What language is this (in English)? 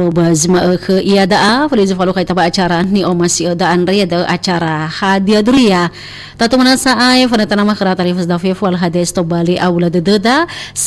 Nias